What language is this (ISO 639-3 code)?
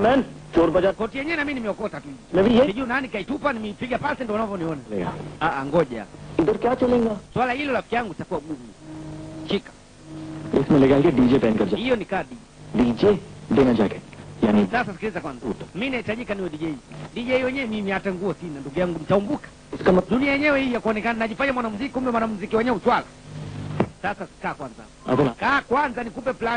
swa